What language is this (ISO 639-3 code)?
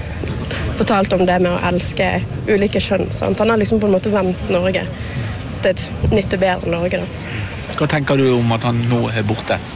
nor